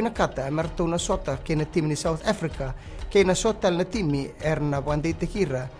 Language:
Fijian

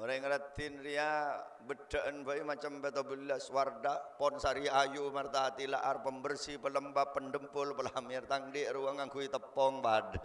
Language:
Madurese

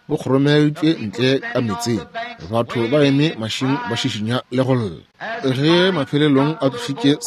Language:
Northern Sotho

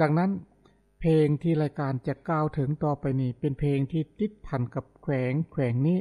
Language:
Lao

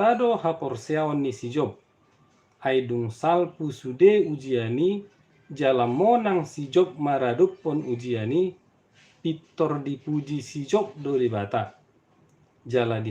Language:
Batak Toba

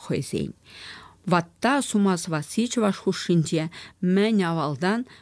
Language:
Chuvash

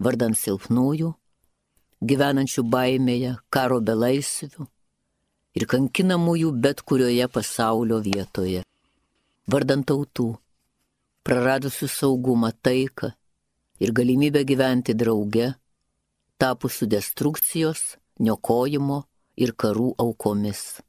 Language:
Lithuanian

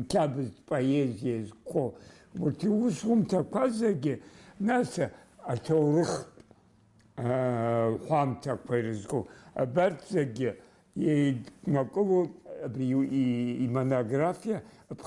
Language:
Abkhazian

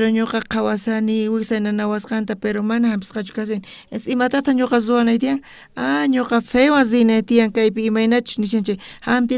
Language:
South Bolivian Quechua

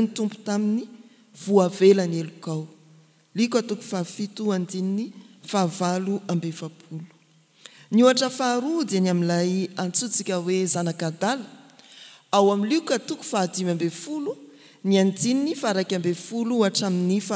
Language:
Malagasy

